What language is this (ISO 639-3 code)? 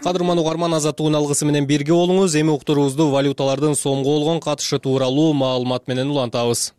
kir